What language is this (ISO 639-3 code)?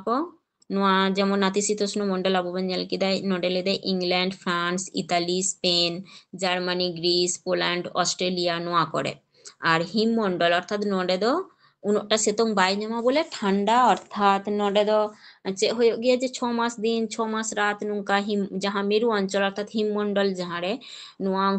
sat